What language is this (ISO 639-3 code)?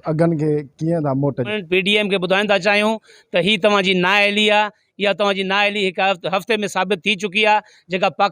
snd